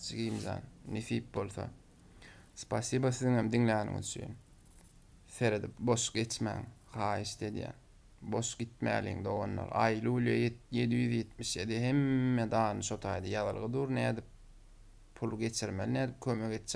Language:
Turkmen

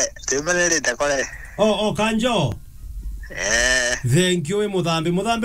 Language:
Meru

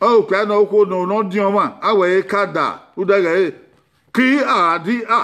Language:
Bini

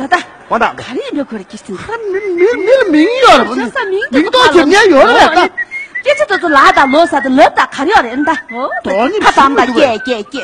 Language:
Tibetan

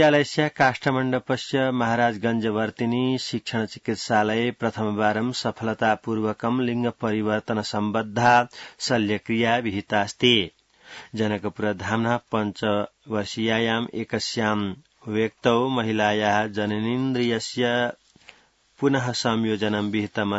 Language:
Sanskrit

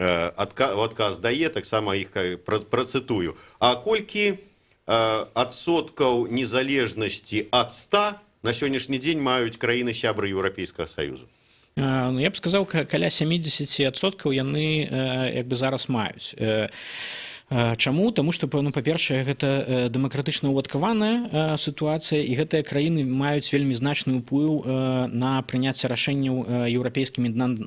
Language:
Belarusian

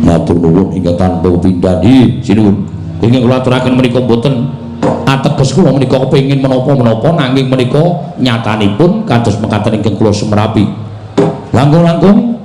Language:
Javanese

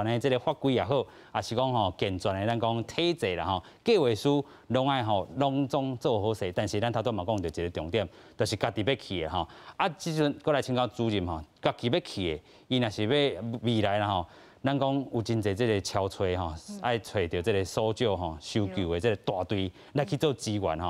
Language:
Min Nan Chinese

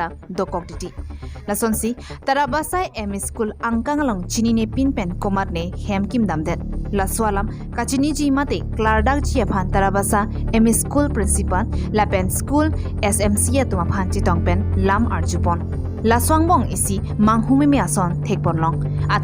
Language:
Karbi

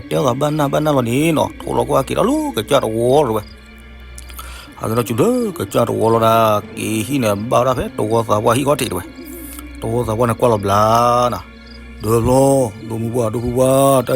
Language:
S'gaw Karen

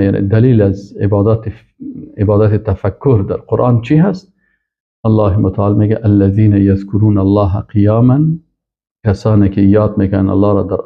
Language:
Persian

